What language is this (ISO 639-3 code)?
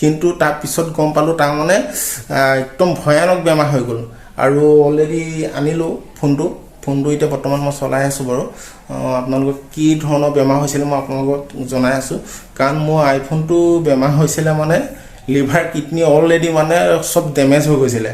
asm